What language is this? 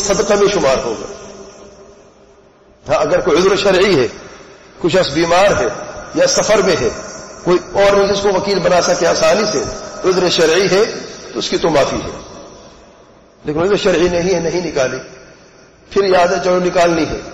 Urdu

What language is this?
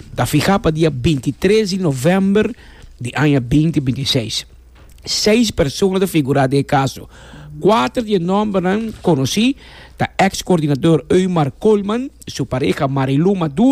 Papiamento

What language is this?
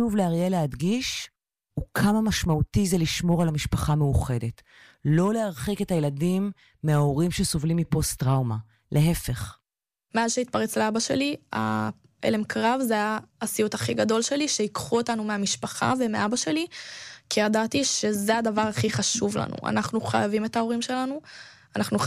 Hebrew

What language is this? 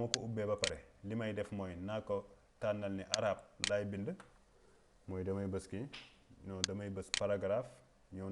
Wolof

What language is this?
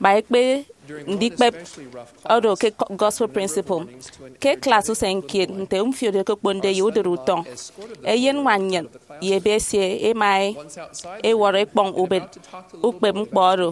Efik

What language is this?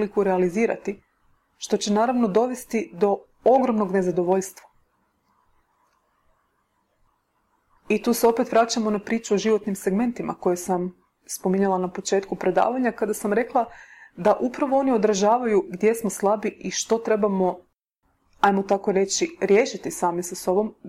Croatian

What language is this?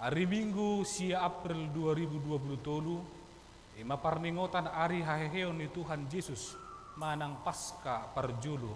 Batak Toba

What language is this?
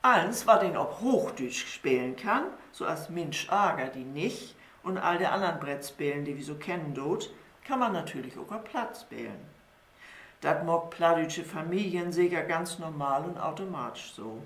Low German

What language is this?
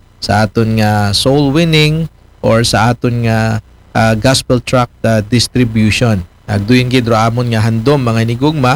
Aklanon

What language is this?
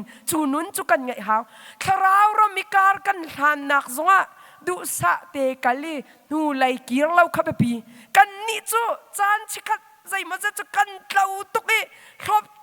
Hakha Chin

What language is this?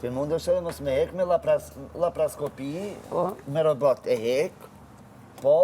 Albanian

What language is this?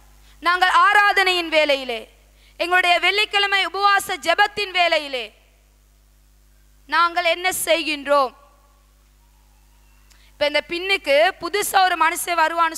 Tamil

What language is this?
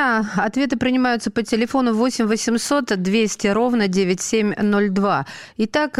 Russian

